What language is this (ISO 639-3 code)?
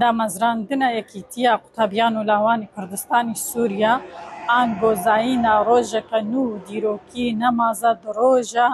kur